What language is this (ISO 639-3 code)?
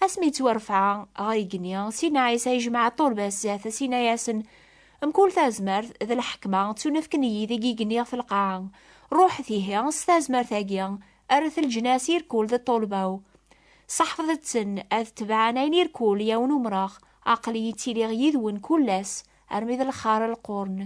kab